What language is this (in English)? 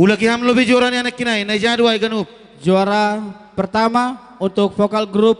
Batak Simalungun